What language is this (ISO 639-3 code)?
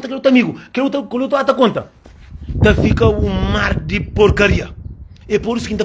kea